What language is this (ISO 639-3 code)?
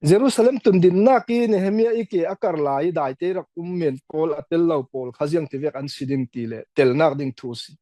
cfm